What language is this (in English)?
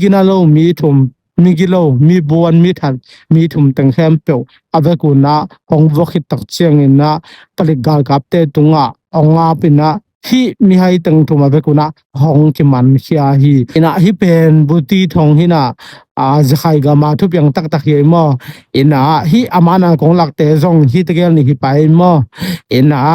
Tedim Chin